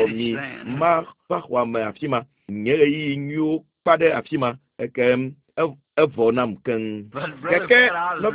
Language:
Ewe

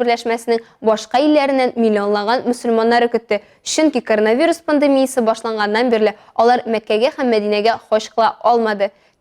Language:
Tatar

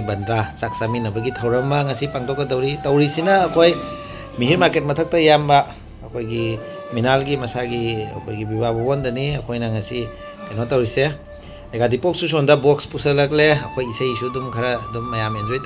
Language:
Manipuri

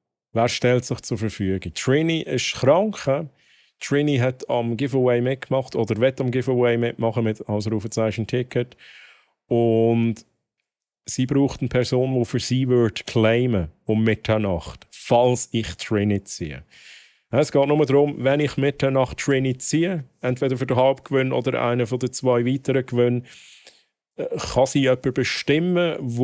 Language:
Swiss German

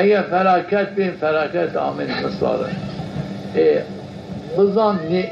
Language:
Zaza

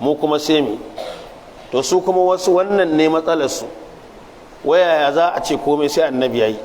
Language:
Hausa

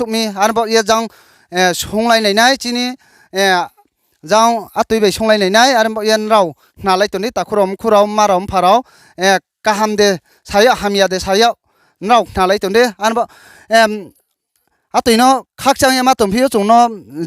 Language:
Riang (India)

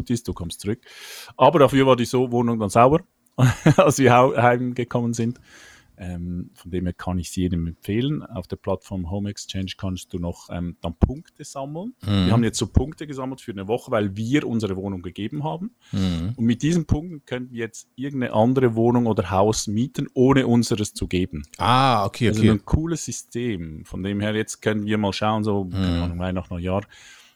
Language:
German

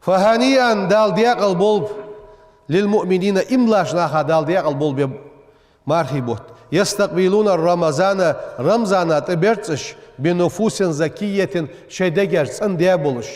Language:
Ingush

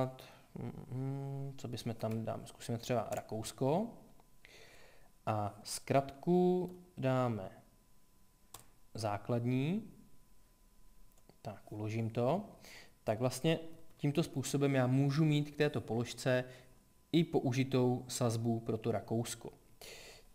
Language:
Czech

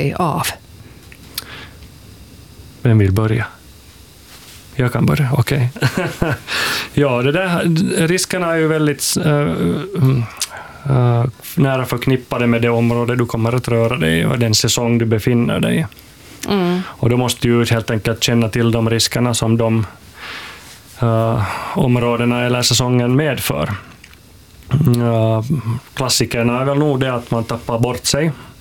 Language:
Swedish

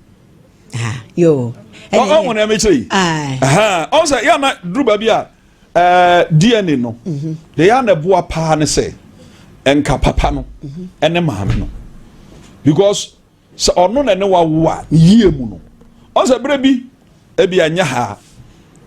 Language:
Akan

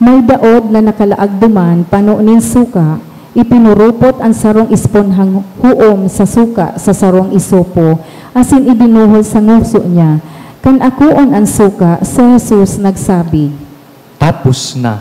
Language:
Bikol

